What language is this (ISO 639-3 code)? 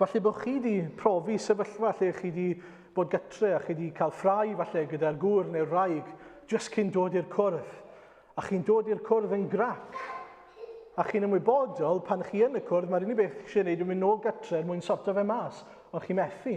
cym